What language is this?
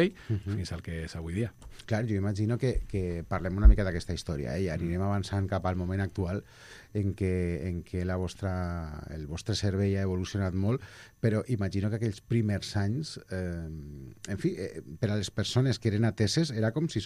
Catalan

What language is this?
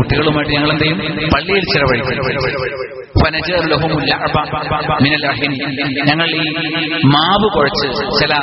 Malayalam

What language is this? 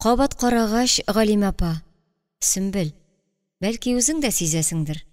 Tatar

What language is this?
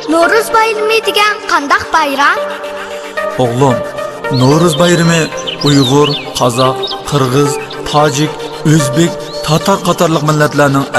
Uyghur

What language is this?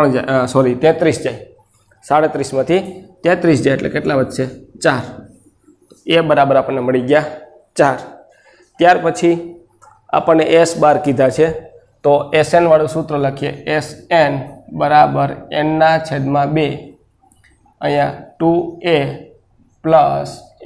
Gujarati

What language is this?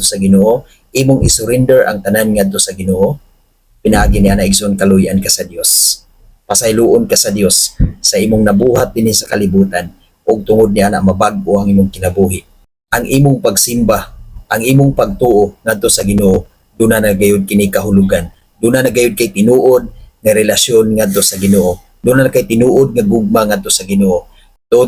Cebuano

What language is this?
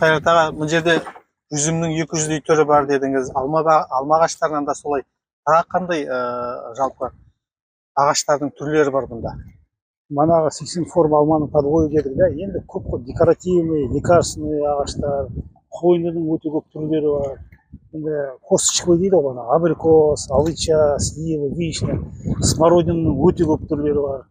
Kazakh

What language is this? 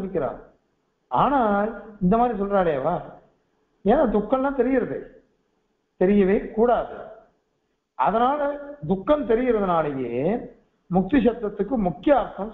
Tamil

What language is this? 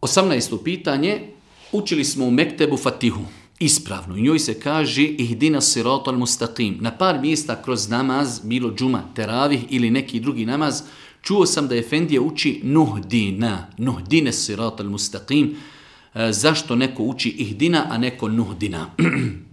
Bosnian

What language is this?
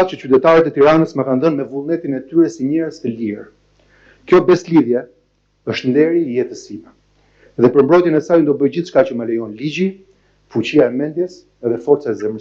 Albanian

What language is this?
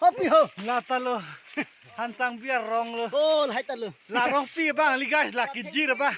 Karbi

